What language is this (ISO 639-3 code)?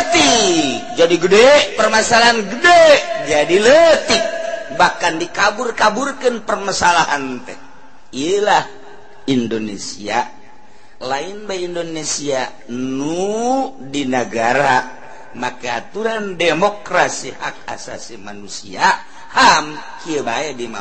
sun